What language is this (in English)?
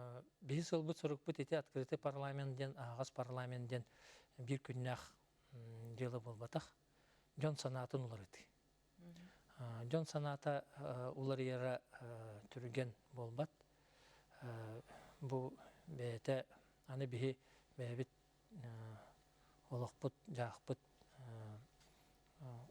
Yakut